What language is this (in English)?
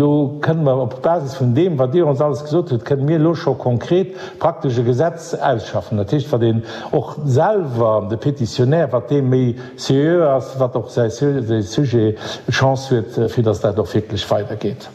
Luxembourgish